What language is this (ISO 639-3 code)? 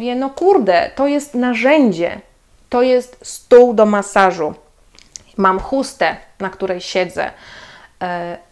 pol